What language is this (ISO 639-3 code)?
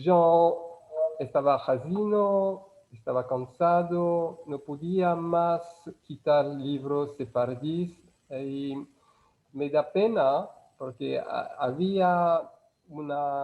lad